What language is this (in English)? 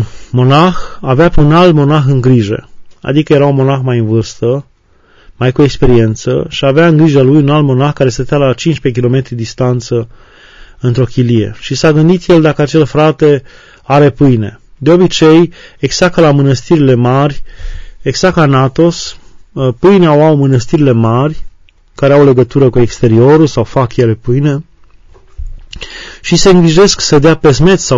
Romanian